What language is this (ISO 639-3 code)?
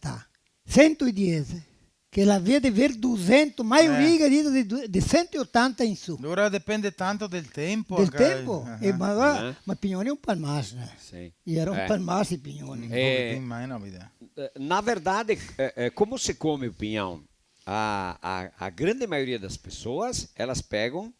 vec